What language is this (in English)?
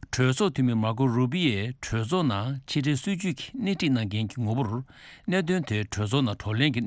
Tibetan